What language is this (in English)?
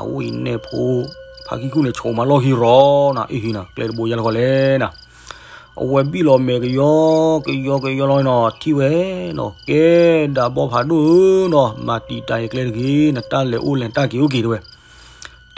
S'gaw Karen